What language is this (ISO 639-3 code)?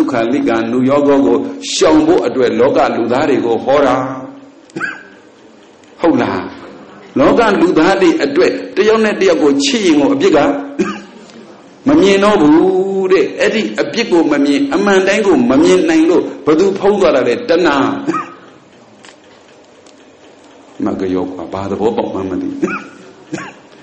mya